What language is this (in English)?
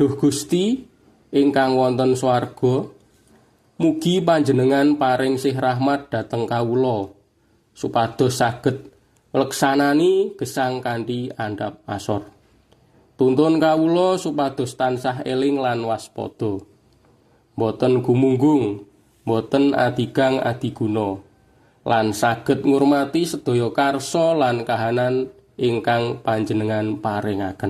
Javanese